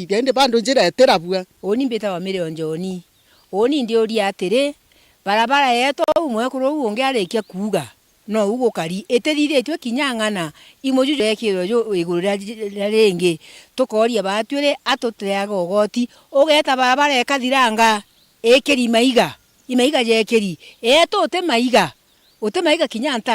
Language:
Meru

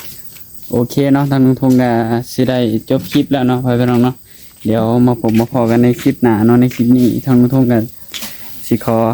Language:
Northeastern Thai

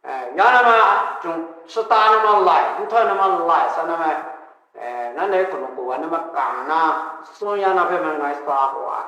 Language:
Kachin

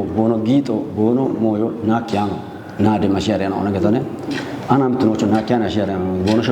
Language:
Kafa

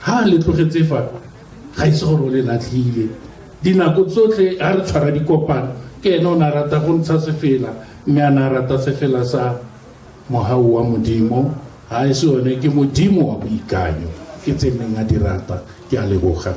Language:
Tswana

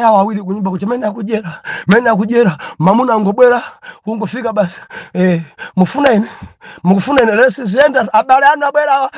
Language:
Nyanja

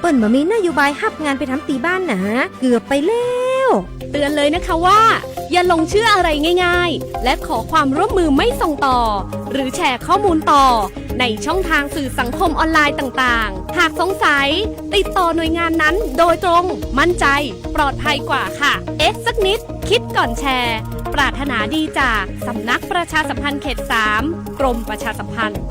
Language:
Lahu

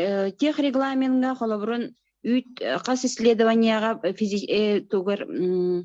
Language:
Yakut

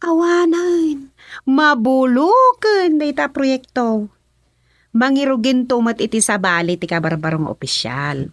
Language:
Iloko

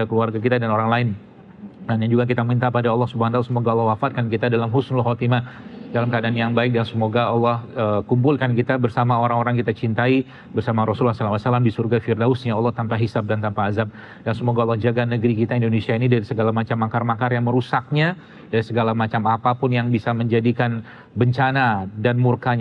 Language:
Indonesian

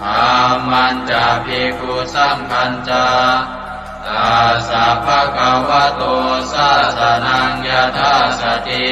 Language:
Pali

